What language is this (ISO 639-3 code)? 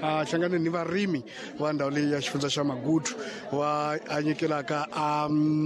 tso